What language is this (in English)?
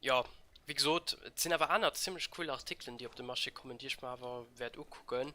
Luxembourgish